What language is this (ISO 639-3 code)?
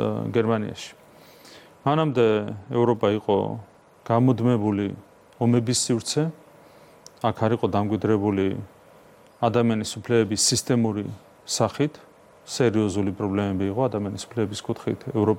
kat